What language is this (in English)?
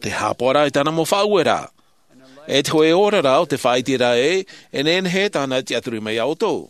Tahitian